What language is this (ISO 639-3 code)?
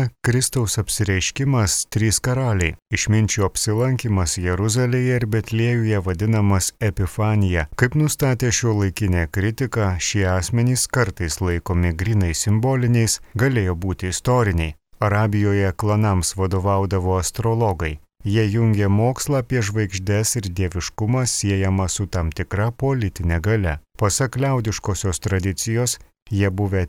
lit